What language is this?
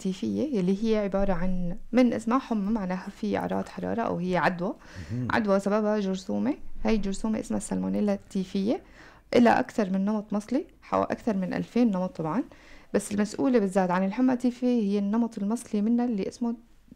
North Levantine Arabic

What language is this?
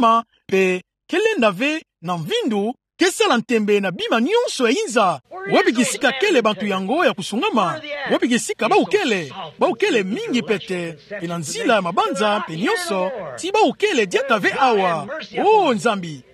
Kituba (Democratic Republic of Congo)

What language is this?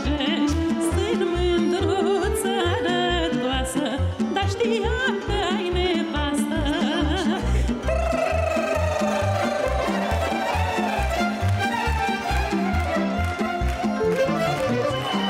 Romanian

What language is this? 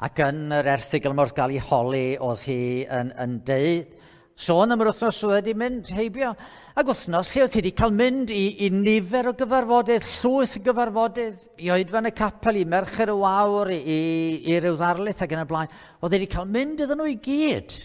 Welsh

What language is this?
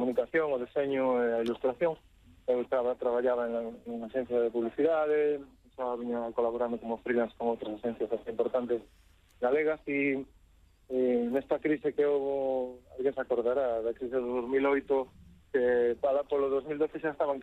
Galician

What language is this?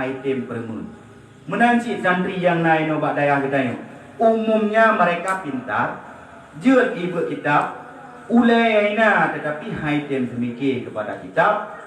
Achinese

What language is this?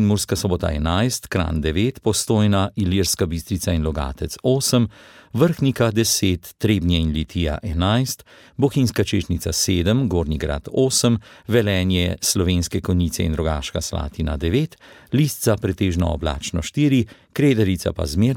Slovenian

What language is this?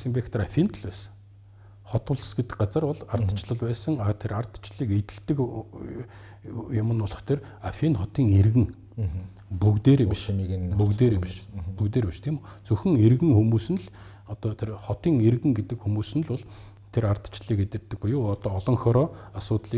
Mongolian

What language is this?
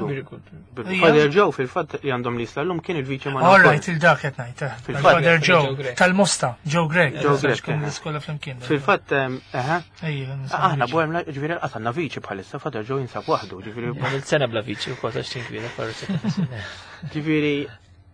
Maltese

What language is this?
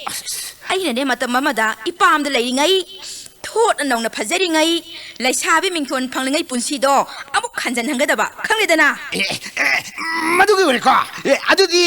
Manipuri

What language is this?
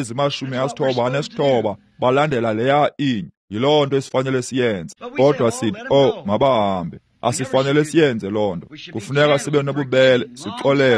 Xhosa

